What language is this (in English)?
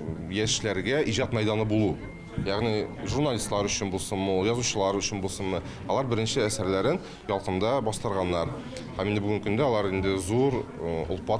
Tatar